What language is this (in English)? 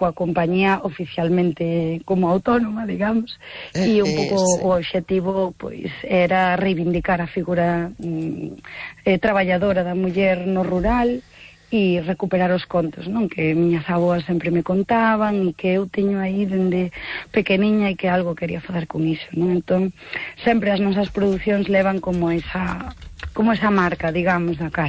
Galician